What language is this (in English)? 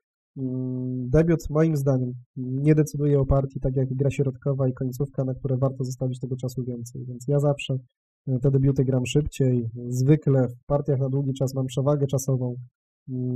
Polish